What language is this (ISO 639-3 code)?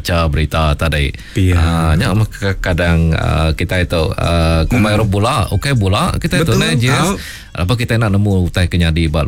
iba